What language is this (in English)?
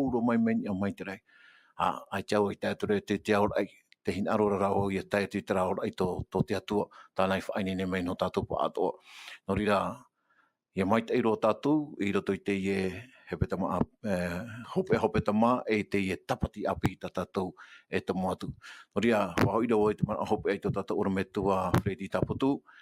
Tahitian